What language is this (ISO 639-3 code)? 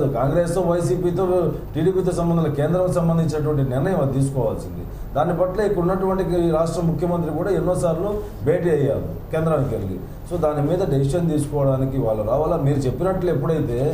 tel